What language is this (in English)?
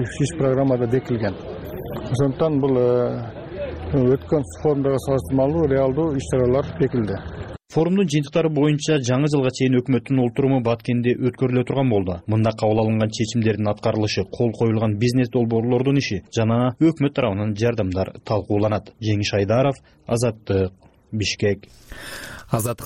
Kyrgyz